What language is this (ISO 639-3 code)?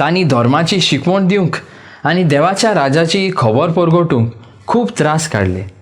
kok